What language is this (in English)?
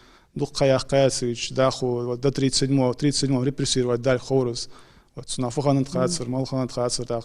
Ingush